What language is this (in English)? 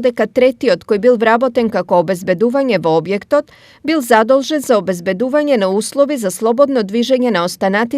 Macedonian